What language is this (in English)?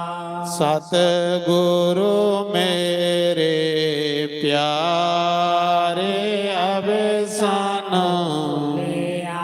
Dogri